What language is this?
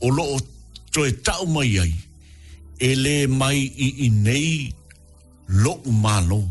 Samoan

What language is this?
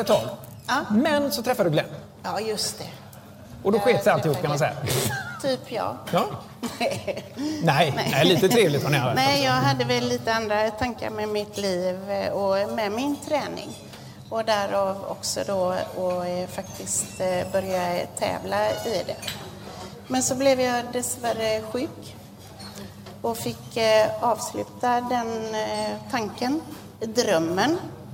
Swedish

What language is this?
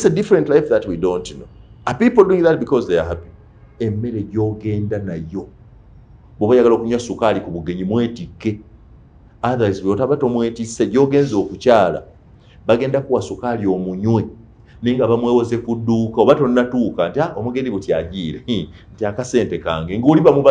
Ganda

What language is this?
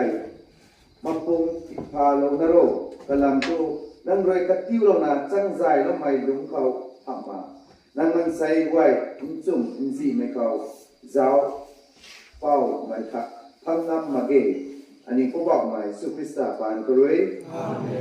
Rongmei Naga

